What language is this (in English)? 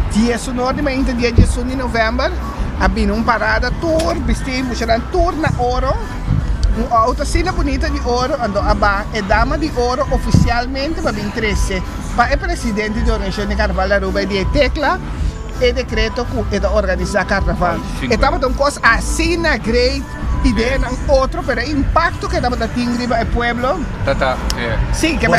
Papiamento